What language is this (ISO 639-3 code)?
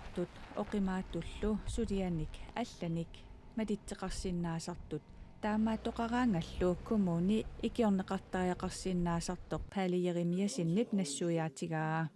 kal